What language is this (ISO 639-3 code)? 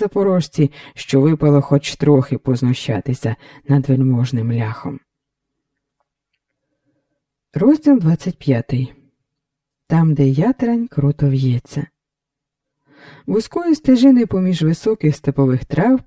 ukr